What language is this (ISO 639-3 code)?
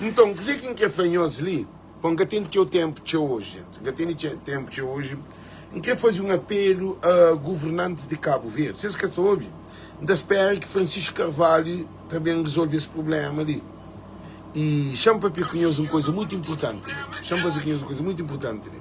kea